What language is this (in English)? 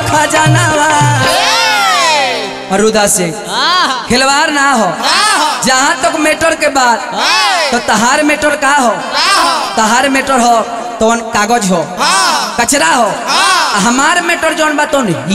Bhojpuri